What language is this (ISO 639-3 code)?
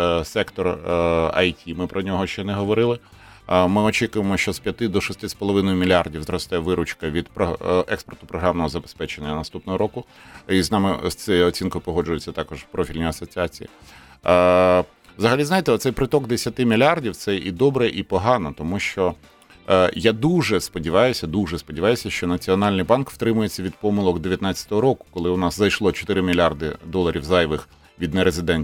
ukr